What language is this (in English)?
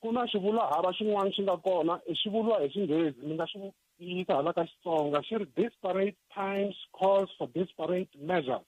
Tsonga